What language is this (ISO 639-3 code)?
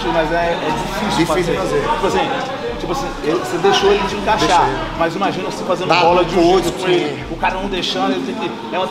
por